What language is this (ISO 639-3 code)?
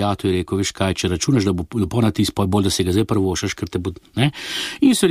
slv